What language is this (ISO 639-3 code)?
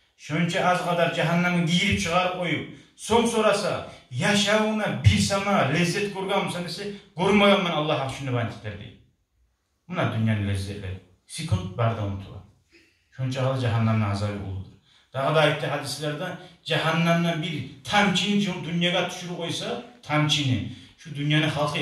kum